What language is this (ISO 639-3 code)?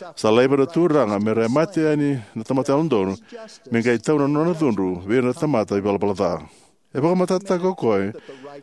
fij